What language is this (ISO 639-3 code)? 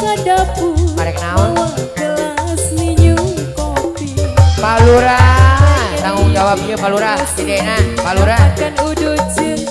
sun